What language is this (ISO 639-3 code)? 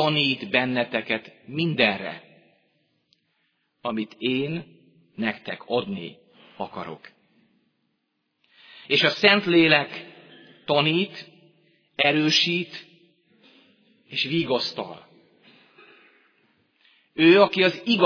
hun